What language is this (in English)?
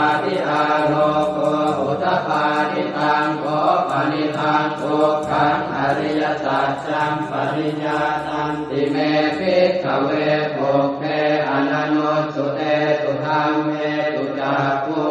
Pali